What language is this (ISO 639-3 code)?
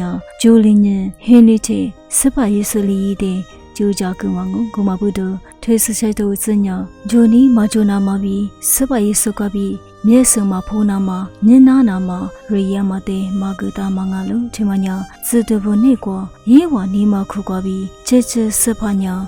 lis